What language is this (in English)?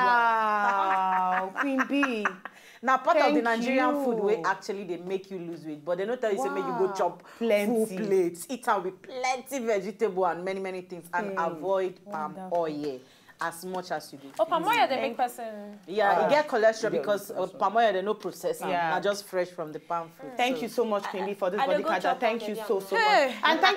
Nigerian Pidgin